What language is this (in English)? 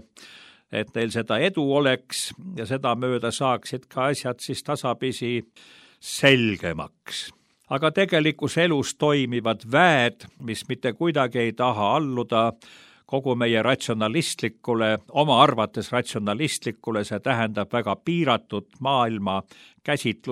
Estonian